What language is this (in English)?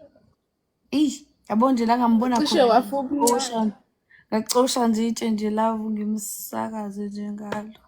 Zulu